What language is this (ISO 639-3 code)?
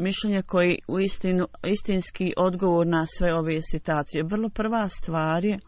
bos